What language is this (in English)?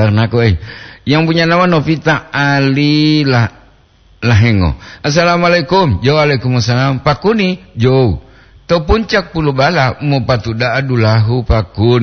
Gorontalo